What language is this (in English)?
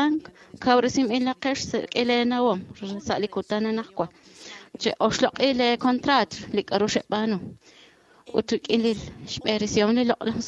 Kekchí